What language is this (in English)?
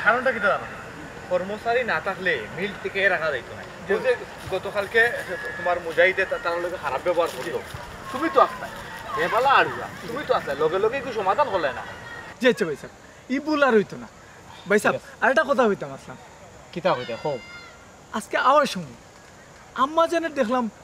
Sylheti